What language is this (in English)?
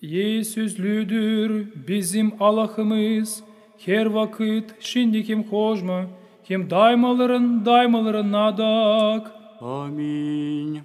Gagauz